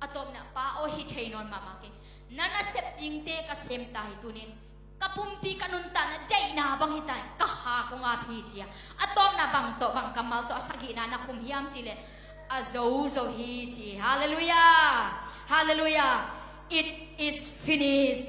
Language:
Tedim Chin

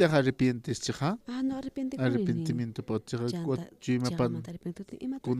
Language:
Aymara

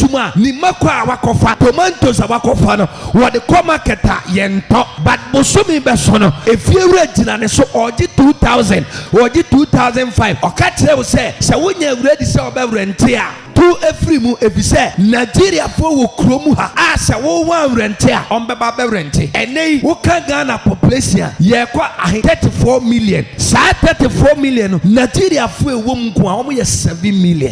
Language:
Akan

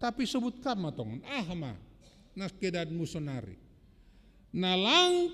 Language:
Batak Simalungun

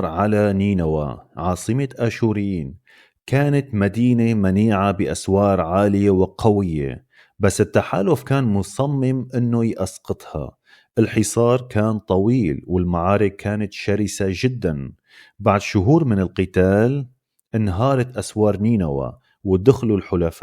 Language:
North Levantine Arabic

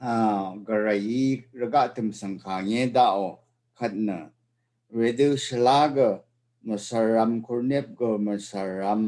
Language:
Rawang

